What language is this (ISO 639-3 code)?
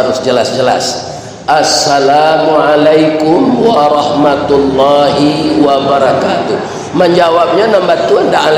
min